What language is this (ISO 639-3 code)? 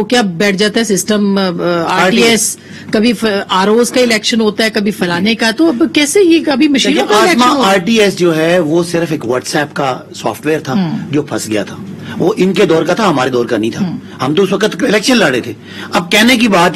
urd